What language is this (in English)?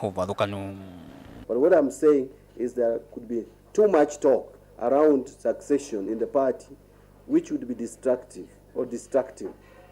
Kamba